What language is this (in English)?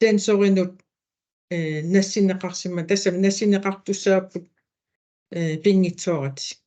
Kalaallisut